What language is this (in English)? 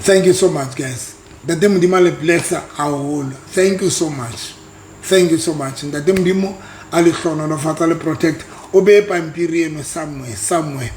Southern Sotho